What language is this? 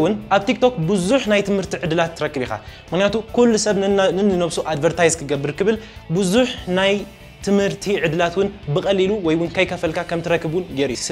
Tigrinya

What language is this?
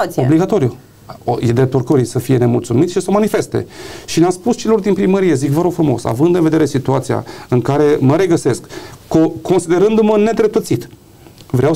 Romanian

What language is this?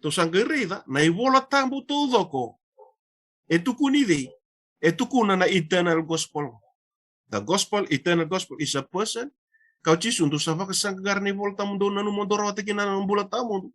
Fijian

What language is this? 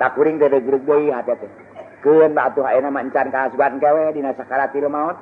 Sundanese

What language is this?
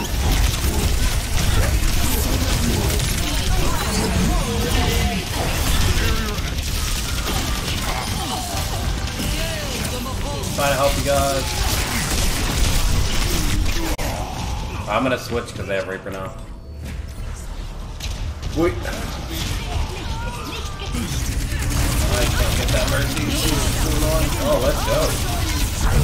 English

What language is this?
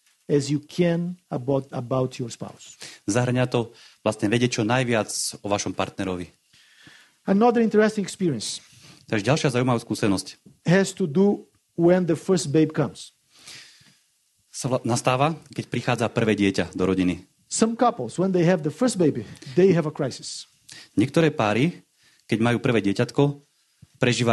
Slovak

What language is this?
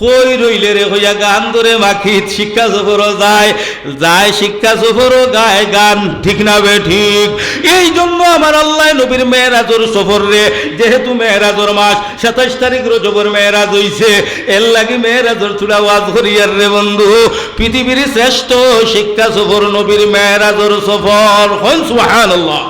Sylheti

